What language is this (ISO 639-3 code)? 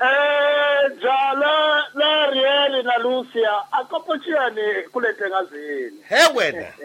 tso